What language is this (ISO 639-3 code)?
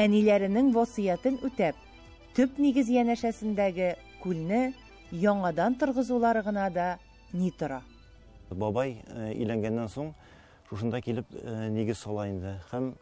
tat